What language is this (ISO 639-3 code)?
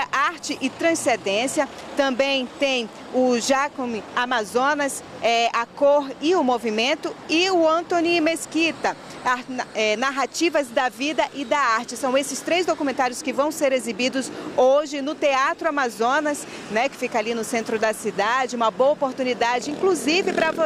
por